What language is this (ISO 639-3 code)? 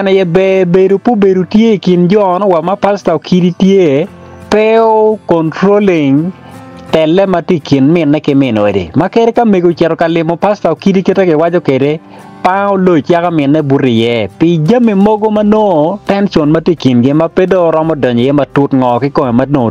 ach